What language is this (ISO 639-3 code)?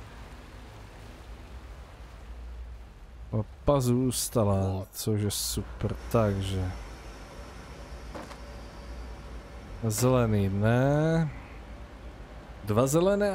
ces